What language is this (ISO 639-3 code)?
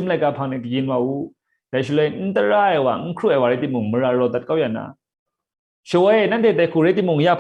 kac